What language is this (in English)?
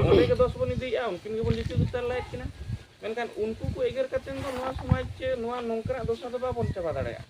Santali